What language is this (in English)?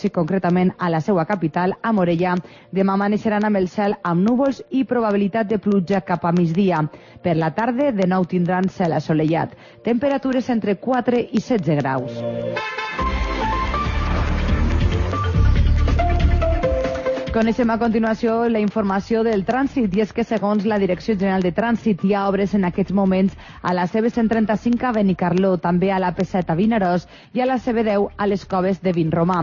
Catalan